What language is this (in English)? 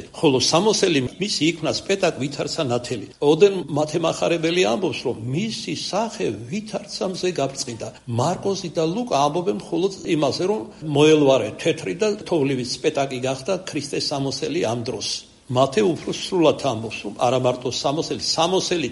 Georgian